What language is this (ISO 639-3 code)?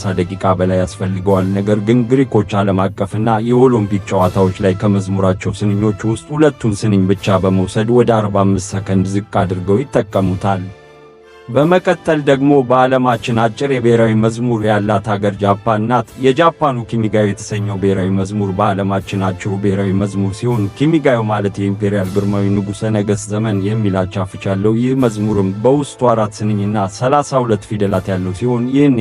amh